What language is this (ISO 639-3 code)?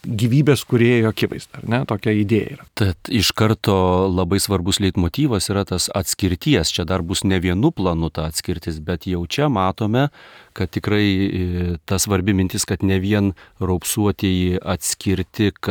lit